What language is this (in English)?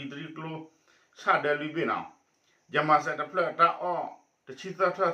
S'gaw Karen